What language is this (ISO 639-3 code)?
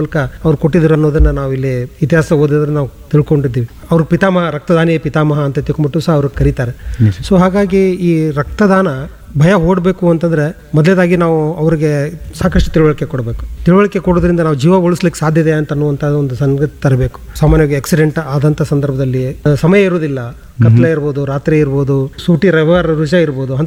kan